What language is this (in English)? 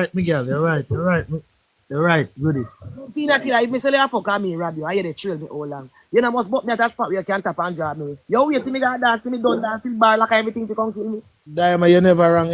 Jamaican Creole English